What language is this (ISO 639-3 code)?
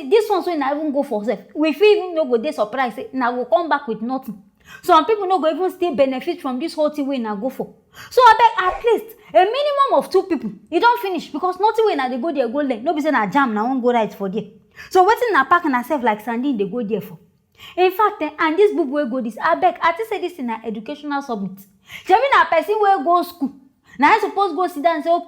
pcm